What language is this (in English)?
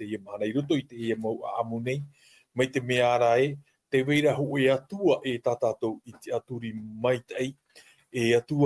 Tahitian